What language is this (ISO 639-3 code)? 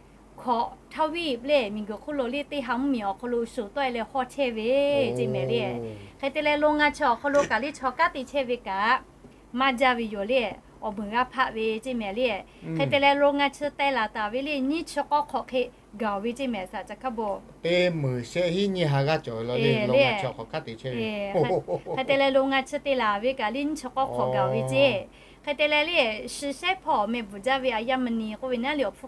lhu